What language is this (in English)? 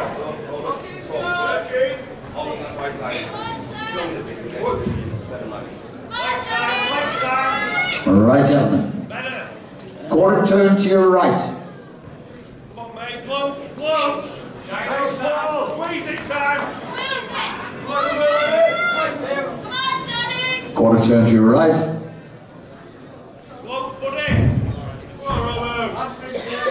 English